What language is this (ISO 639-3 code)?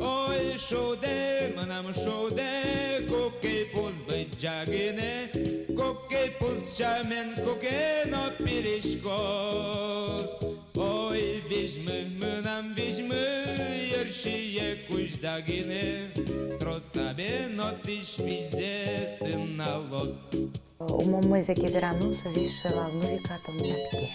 udm